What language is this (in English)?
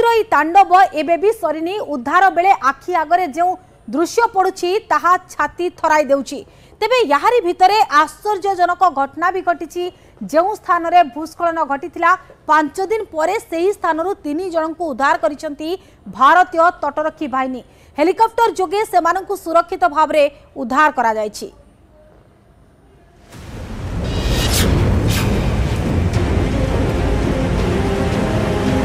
Odia